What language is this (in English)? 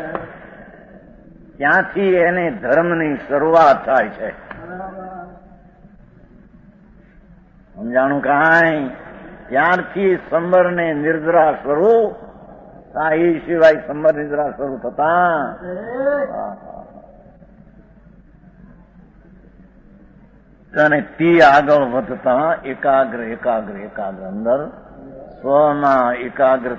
Gujarati